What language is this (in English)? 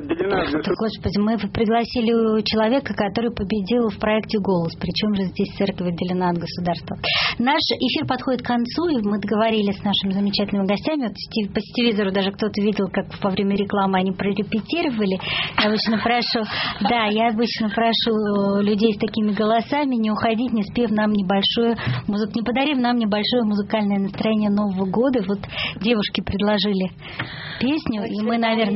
Russian